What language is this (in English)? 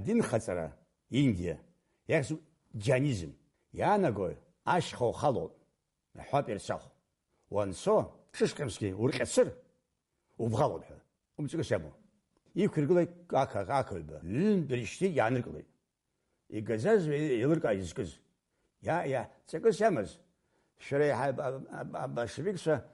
Abkhazian